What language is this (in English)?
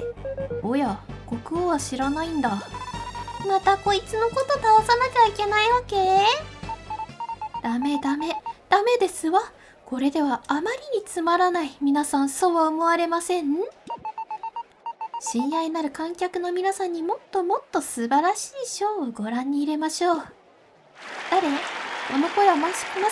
Japanese